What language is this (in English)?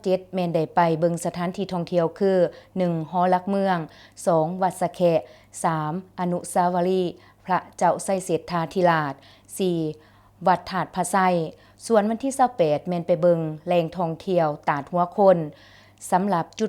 Lao